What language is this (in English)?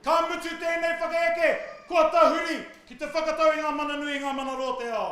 Māori